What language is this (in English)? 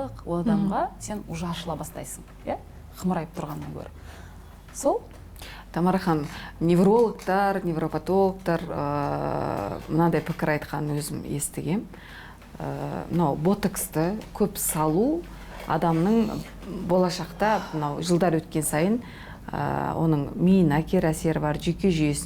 Kazakh